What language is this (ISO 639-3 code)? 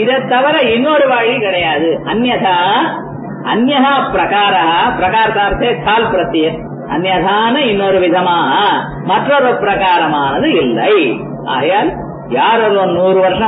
tam